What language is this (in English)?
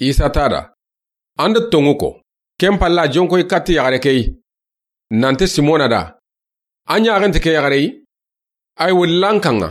Soninke